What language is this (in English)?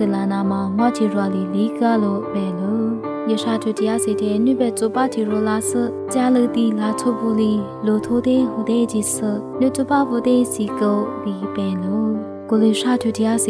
Lisu